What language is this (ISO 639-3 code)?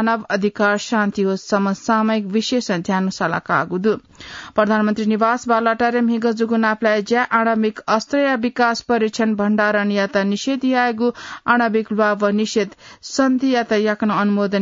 new